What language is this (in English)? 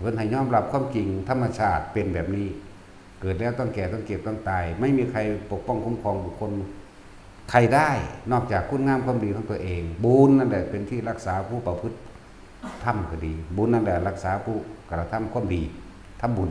Northeastern Thai